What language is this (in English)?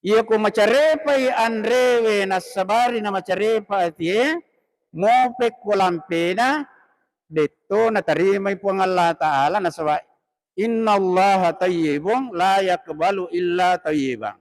Buginese